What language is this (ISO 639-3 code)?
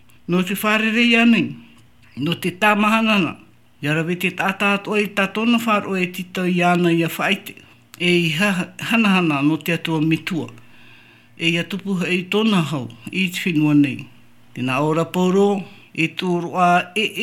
tah